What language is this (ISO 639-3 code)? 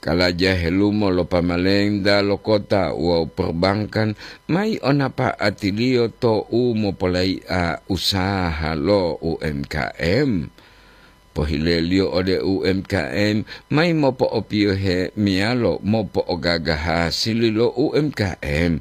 gor